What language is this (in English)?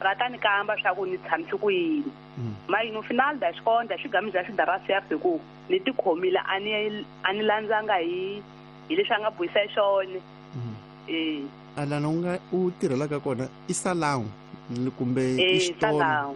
Tsonga